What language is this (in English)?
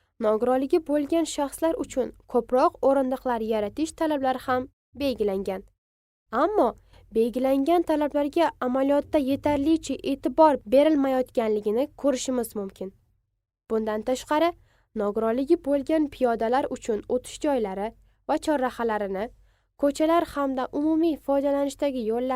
Uzbek